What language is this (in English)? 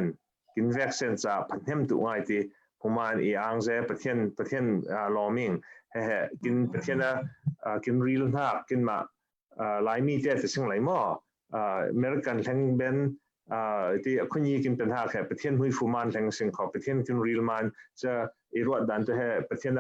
Falam Chin